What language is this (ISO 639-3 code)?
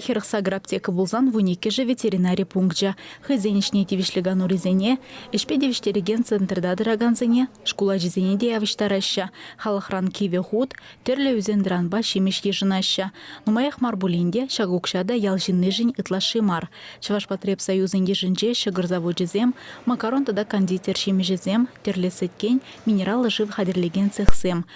chv